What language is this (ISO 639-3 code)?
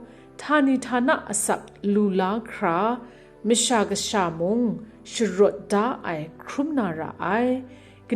kac